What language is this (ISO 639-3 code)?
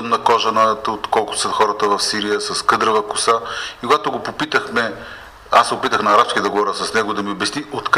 bul